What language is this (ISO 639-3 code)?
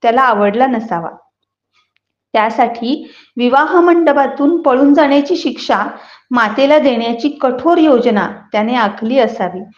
mar